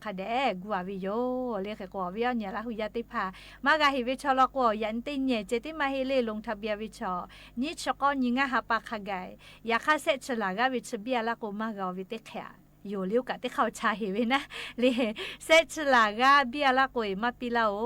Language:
Lahu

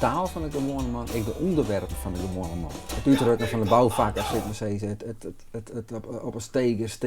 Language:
Western Frisian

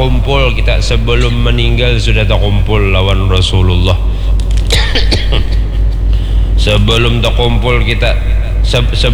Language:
Banjar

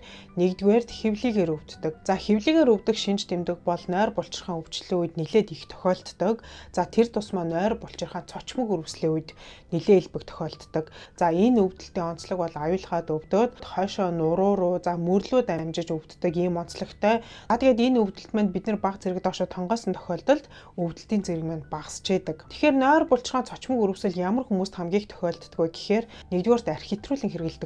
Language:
Mongolian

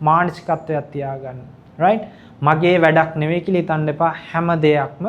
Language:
Sinhala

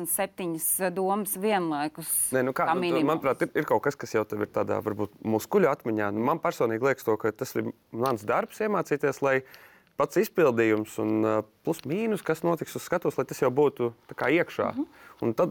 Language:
Latvian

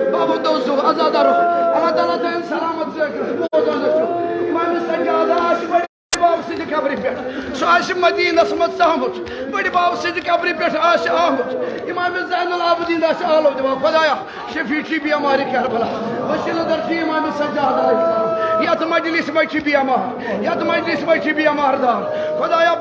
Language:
Kashmiri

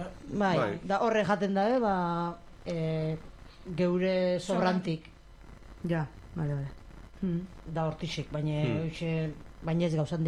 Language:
Basque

